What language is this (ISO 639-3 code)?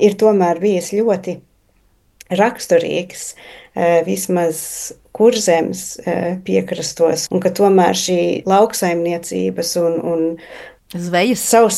lav